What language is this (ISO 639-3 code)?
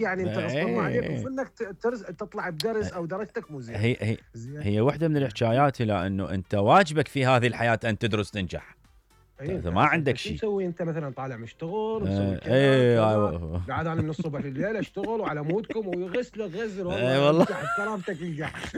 acm